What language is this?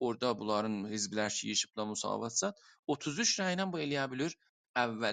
South Azerbaijani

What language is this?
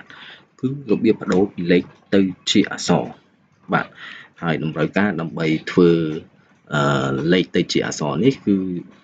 Khmer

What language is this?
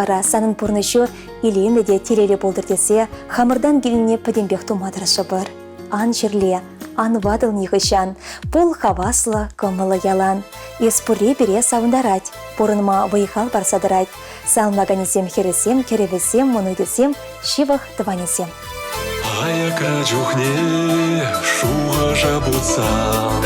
Chuvash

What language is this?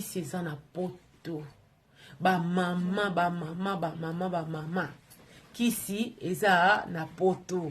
Lingala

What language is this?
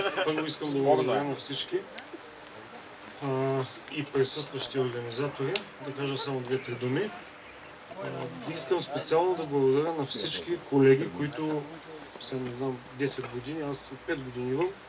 Bulgarian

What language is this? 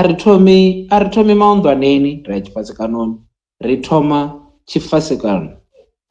Venda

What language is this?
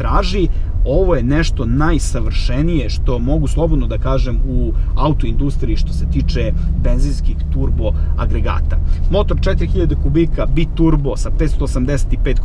Serbian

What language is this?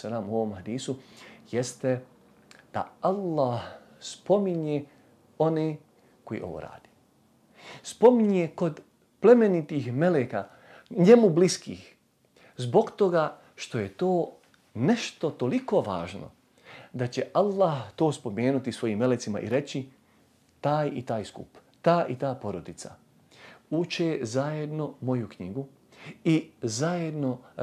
Bosnian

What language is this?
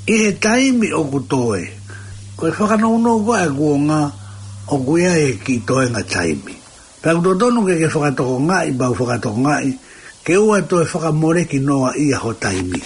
Tongan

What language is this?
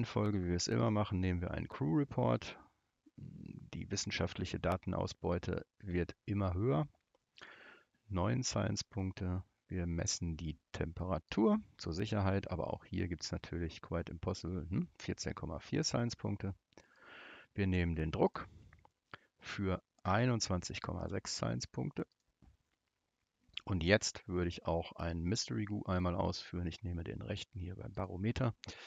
German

